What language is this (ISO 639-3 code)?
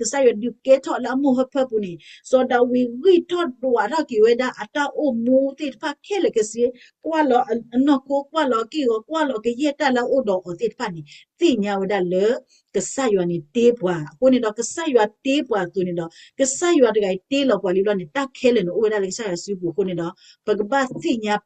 ksw